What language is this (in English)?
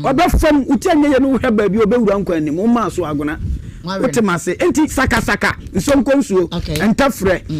Akan